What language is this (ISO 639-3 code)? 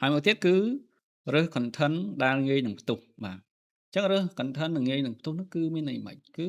khm